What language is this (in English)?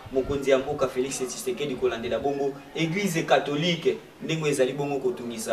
Lingala